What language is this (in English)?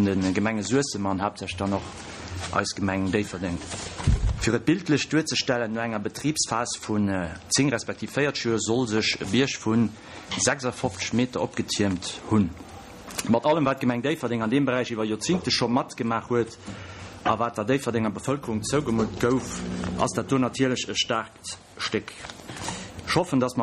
Luxembourgish